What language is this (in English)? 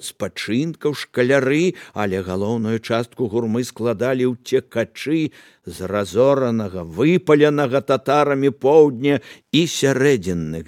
Belarusian